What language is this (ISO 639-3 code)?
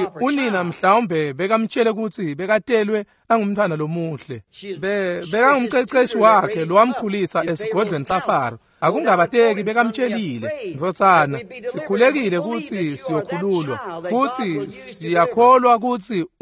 ssw